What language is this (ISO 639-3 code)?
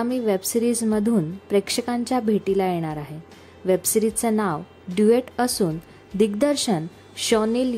mar